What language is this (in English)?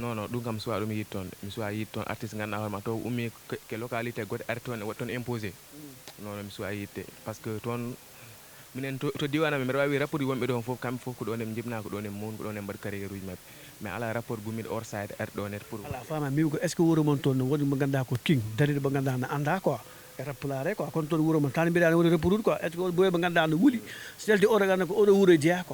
Fula